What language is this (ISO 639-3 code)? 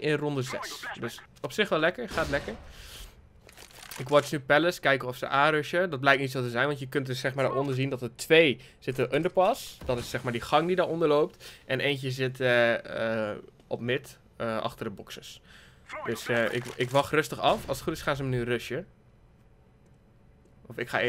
nld